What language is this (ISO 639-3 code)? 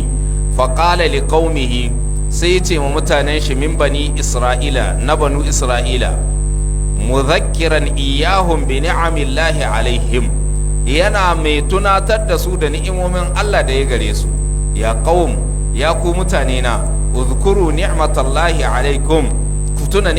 hau